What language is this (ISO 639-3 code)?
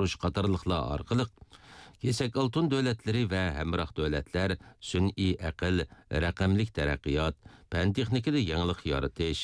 uig